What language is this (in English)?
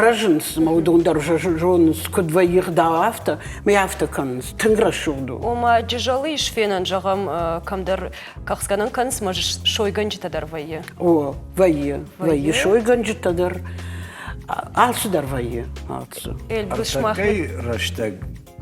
Ossetic